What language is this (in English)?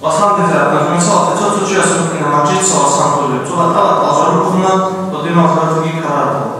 Avaric